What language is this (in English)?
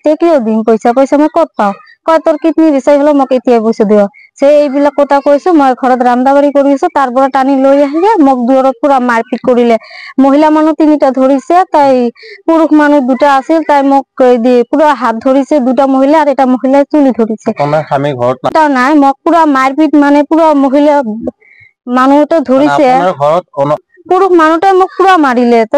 Assamese